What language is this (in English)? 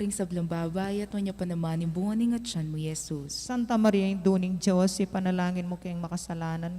Pampanga